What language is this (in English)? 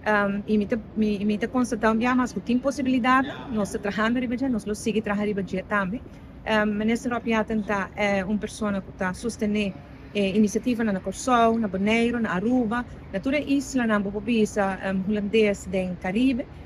Papiamento